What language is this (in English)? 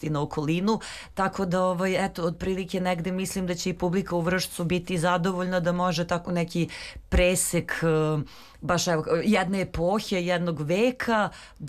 Serbian